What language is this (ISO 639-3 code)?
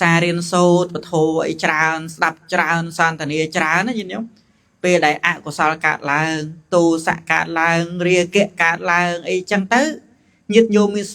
khm